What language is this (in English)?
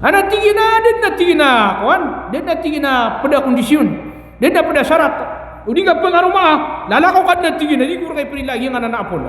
Maranao